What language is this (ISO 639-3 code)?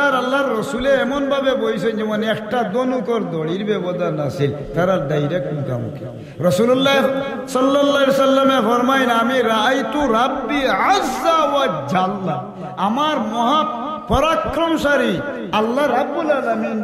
syl